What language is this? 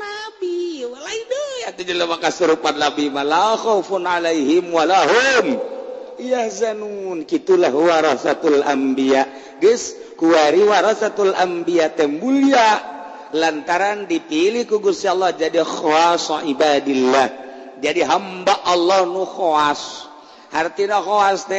Sundanese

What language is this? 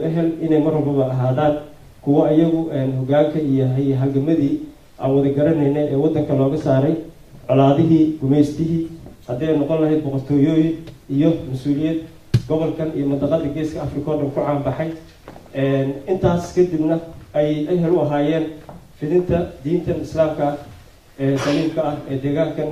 Somali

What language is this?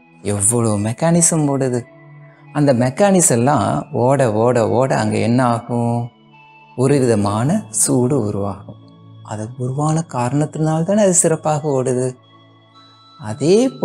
Tamil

